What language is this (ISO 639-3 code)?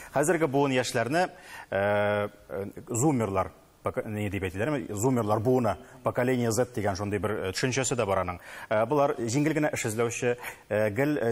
tat